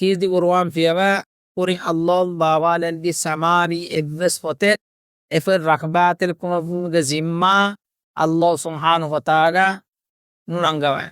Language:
Divehi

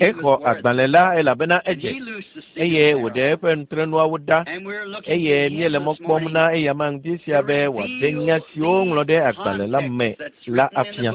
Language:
Ewe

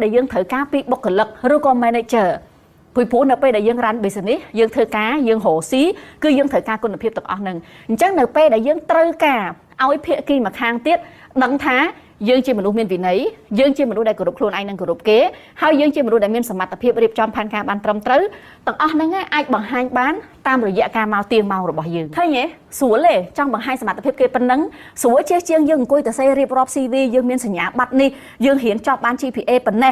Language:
Khmer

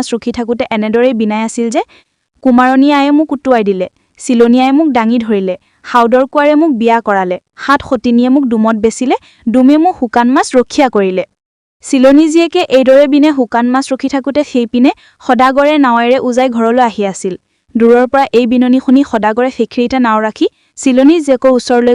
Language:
Assamese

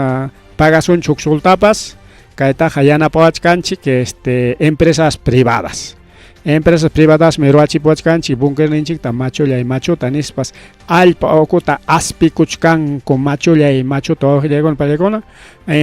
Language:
Ayacucho Quechua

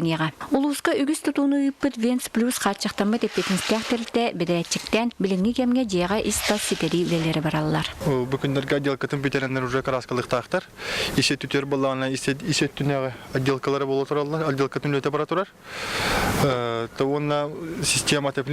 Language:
Yakut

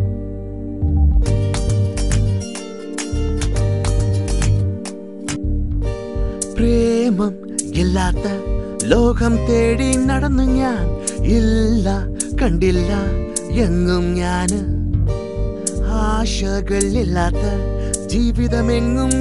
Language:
Malayalam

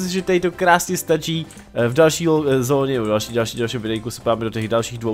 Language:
Czech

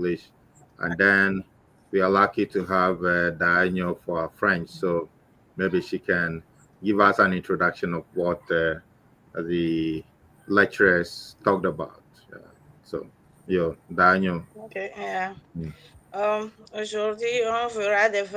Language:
Ewe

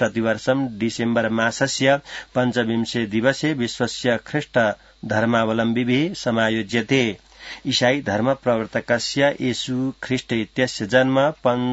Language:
Sanskrit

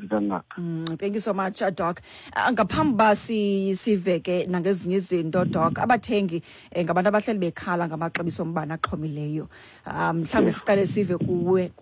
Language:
Xhosa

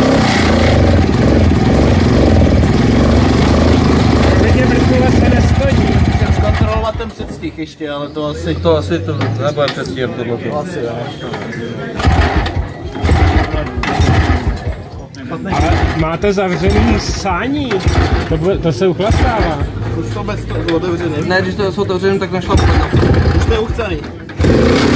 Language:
Czech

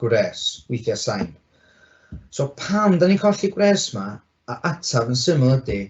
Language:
Welsh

